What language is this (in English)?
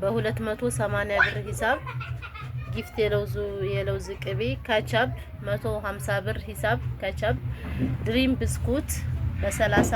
Amharic